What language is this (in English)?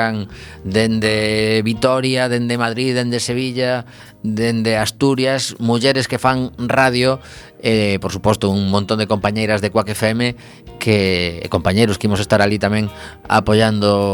Galician